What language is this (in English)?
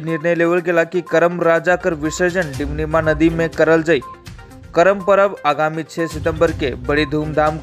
Sadri